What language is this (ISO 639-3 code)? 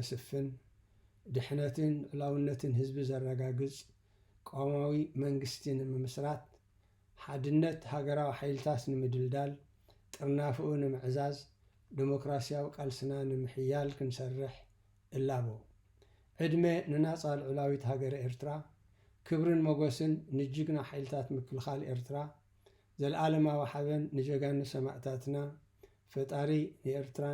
tir